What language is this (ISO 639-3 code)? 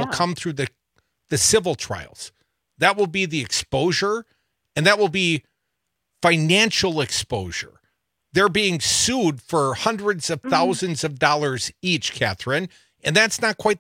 eng